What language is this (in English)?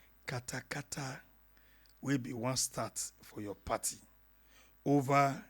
Nigerian Pidgin